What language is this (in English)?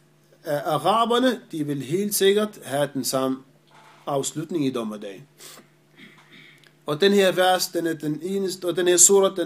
Danish